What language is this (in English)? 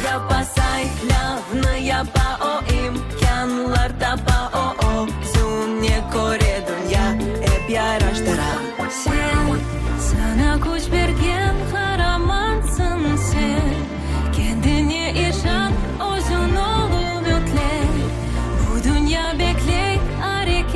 Crimean Tatar